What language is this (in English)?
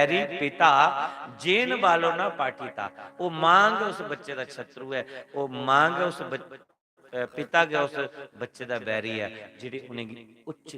Dogri